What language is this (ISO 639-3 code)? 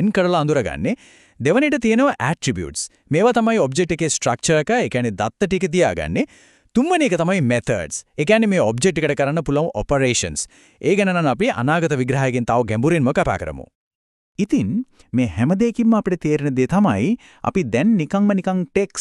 sin